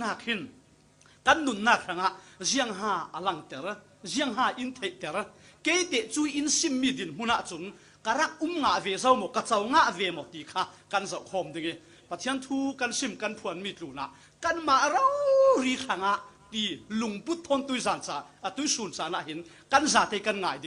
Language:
Falam Chin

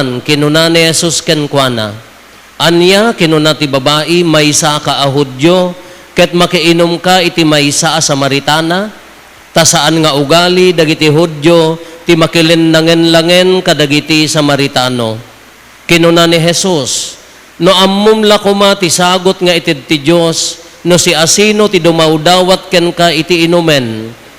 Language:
Iloko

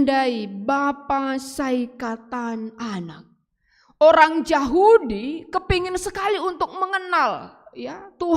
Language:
Batak Karo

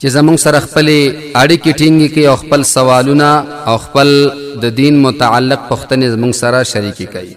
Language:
Pashto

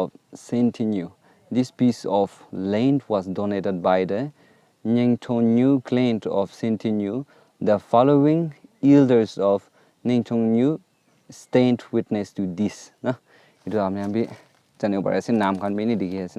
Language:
Naga Pidgin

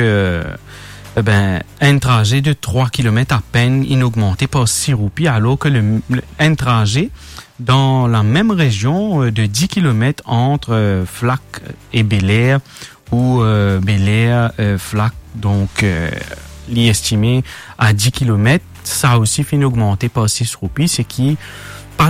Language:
Morisyen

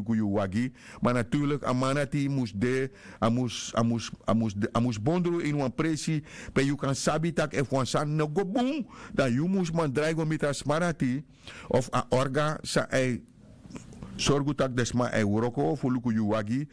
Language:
Sranan Tongo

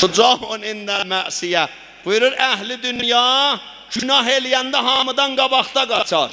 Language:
South Azerbaijani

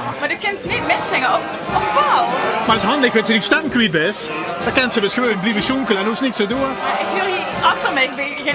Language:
Limburgish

